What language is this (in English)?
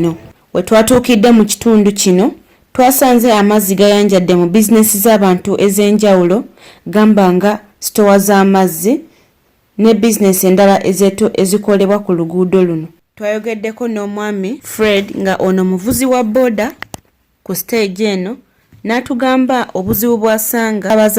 Ganda